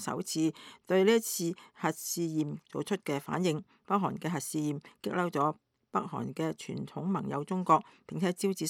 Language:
Cantonese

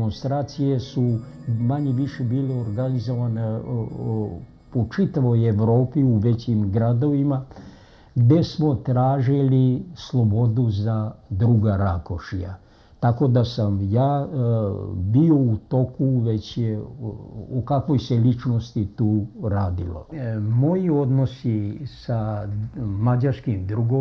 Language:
Serbian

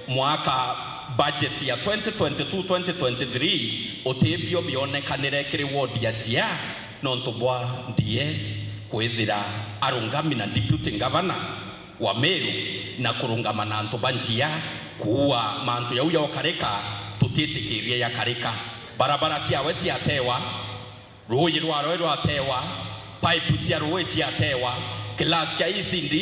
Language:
Meru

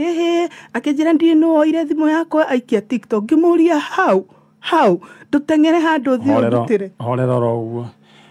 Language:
Kikuyu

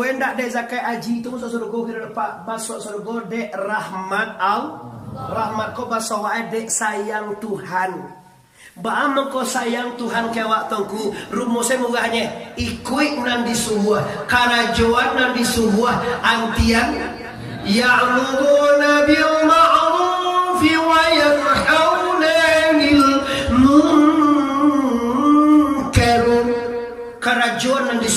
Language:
Minangkabau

